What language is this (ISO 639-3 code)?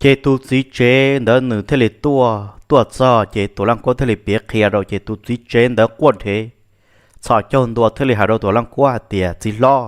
hmn